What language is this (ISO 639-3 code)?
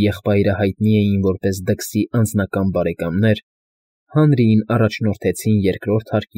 hye